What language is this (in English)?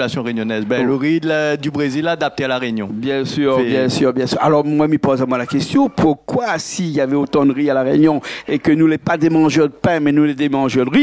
Réunion Creole French